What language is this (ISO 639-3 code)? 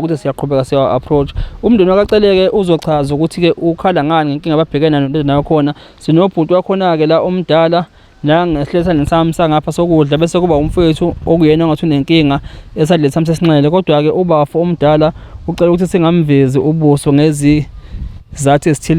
zul